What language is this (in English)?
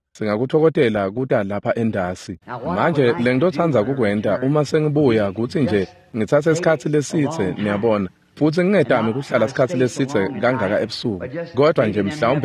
Swati